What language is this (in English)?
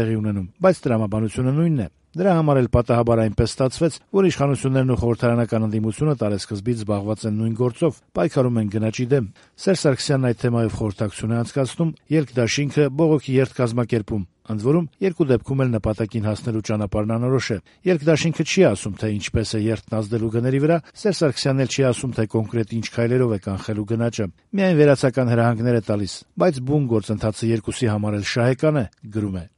Armenian